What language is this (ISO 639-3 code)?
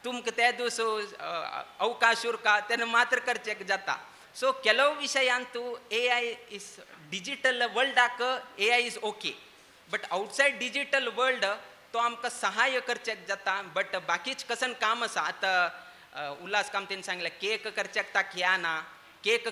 kok